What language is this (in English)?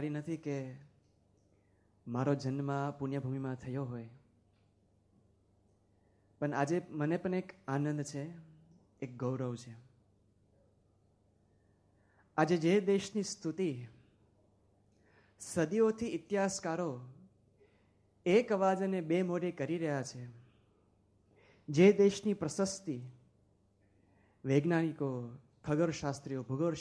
Gujarati